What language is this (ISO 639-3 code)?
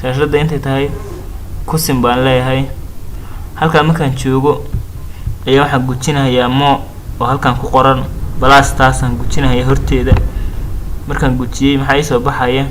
som